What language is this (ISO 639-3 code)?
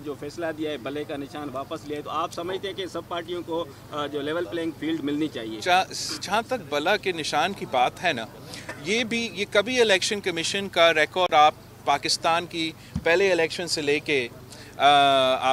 urd